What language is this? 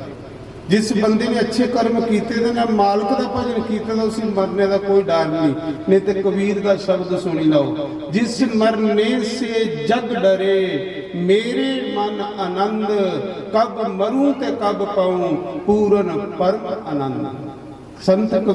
Dogri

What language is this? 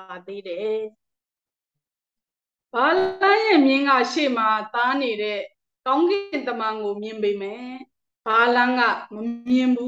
Burmese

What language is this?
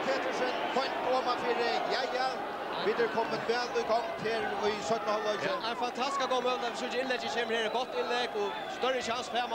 Faroese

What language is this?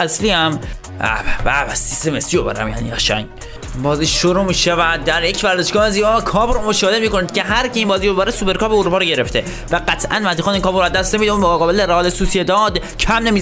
Persian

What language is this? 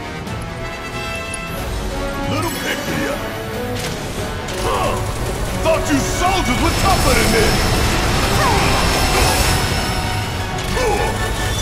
English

